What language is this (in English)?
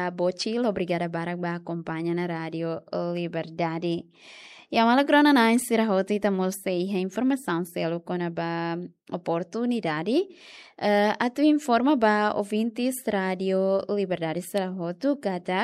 Tetum